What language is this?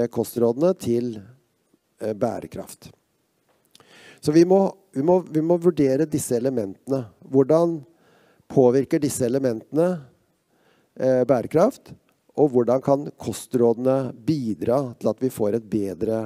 Norwegian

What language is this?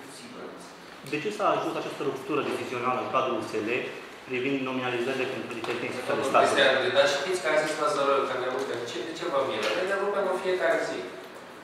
Romanian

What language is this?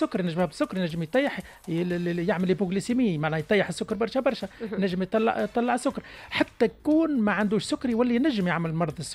Tunisian Arabic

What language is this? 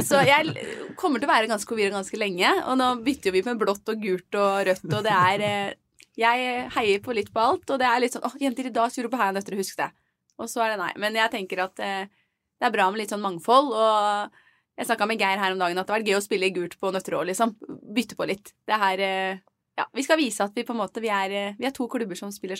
Norwegian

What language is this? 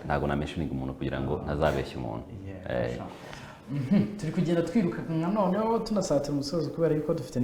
Kinyarwanda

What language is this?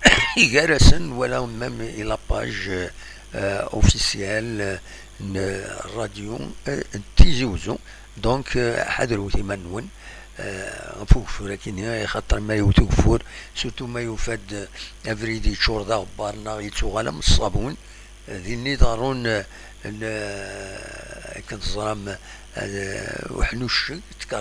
Kabyle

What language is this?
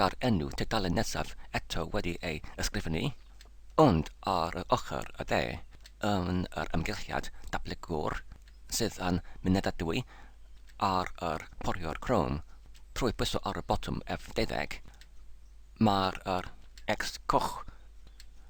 Welsh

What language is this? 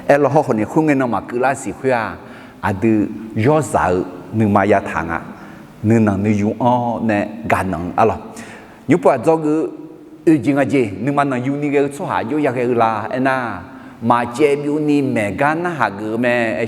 Akha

